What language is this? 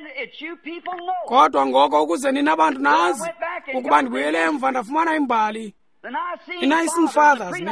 Xhosa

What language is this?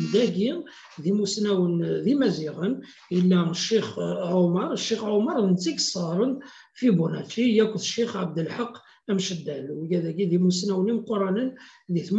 Kabyle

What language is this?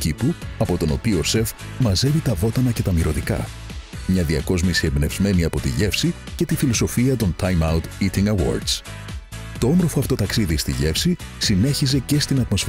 Greek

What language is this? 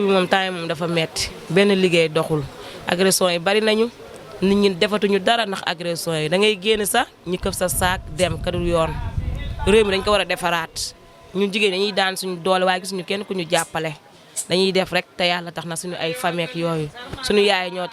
Wolof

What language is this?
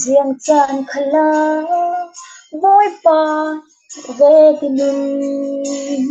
Falam Chin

